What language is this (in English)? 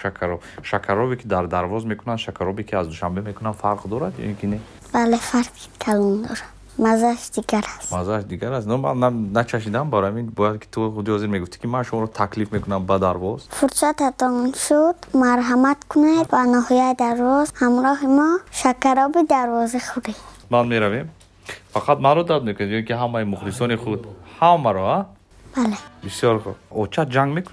Tajik